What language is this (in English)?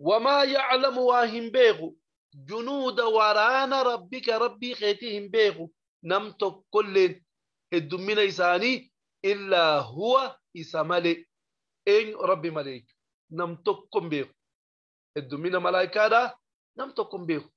Oromo